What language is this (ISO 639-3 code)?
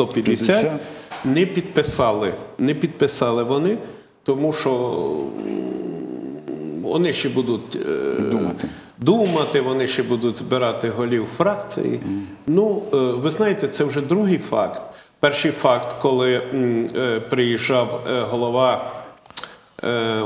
ukr